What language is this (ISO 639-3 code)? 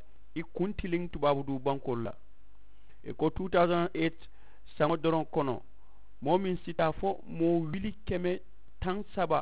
man